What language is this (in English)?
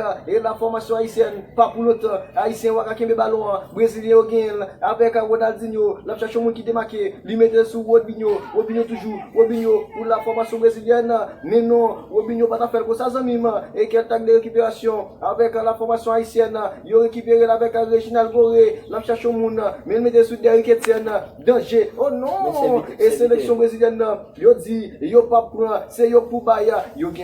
Haitian Creole